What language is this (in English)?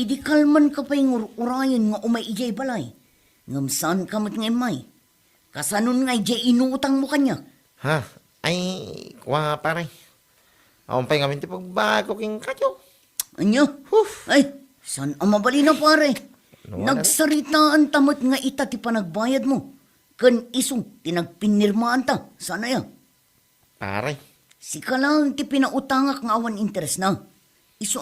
Iloko